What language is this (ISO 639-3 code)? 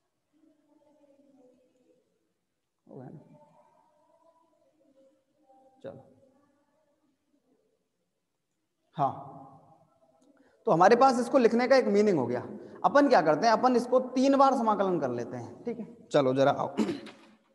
hin